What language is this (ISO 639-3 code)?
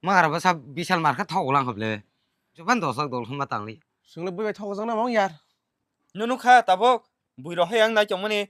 trp